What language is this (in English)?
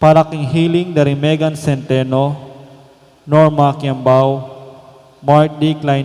Pampanga